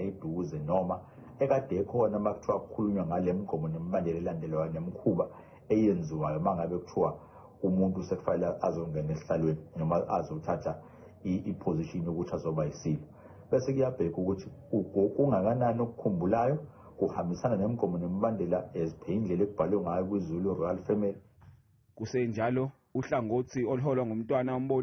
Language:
Zulu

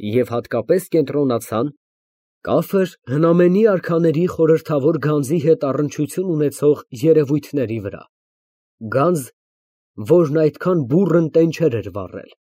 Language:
Armenian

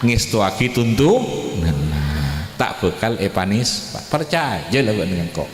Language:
Madurese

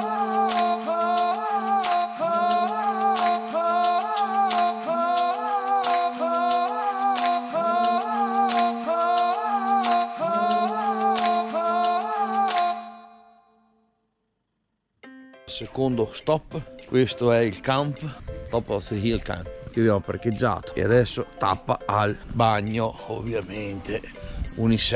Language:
Italian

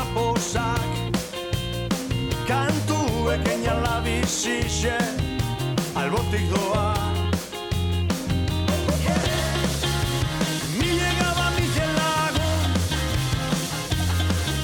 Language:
Basque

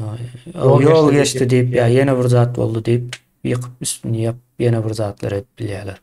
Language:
Turkmen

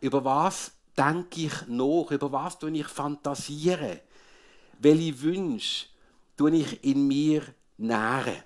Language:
Swiss German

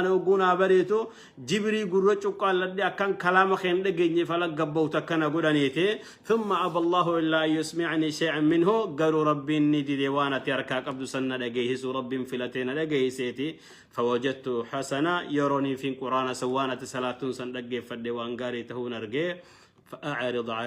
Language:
Oromo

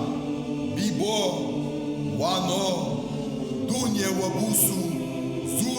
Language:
Ossetic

